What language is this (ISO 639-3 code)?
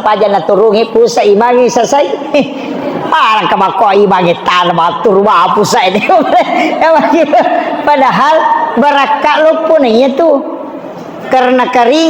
bug